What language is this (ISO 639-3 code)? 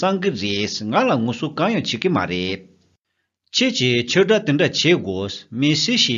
bod